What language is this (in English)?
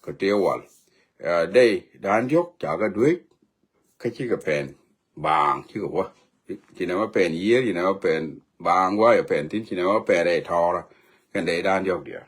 Nuer